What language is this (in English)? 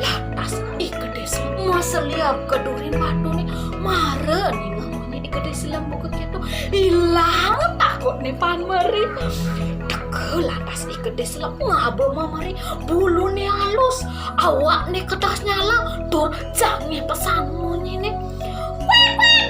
Balinese